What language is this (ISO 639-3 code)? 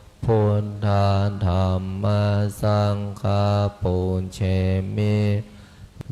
pli